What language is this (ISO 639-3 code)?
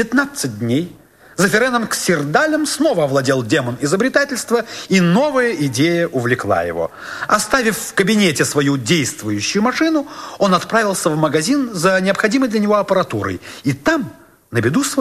rus